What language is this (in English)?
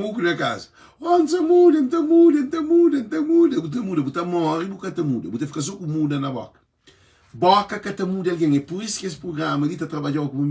Kabuverdianu